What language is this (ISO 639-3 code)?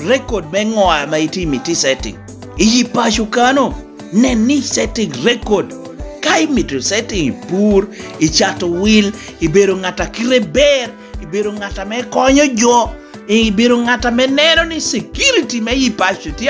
laj